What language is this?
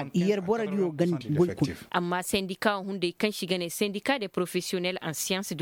Koyraboro Senni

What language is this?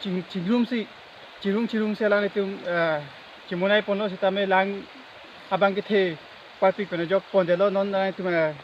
Karbi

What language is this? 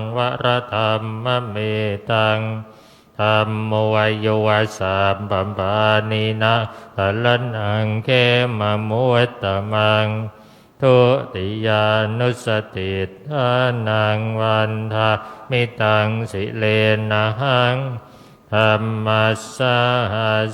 Pali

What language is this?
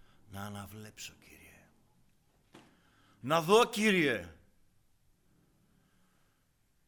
Greek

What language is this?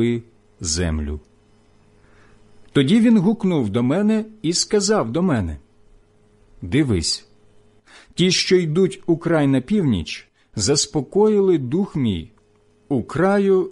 Ukrainian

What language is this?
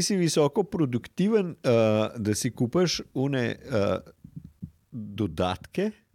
Slovenian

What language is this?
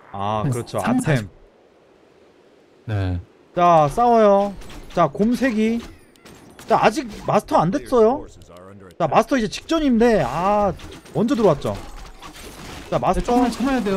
Korean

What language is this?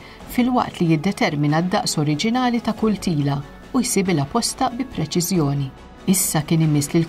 Maltese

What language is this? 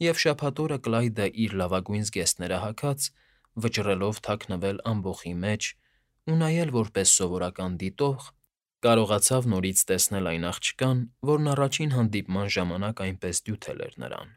Armenian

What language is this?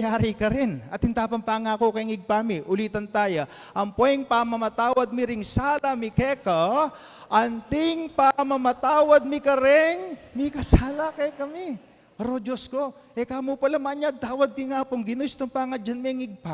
Pampanga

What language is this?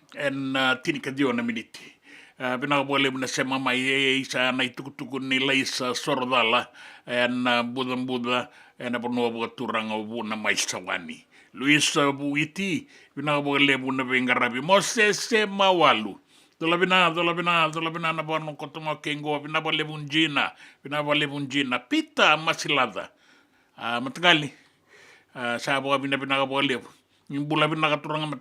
Fijian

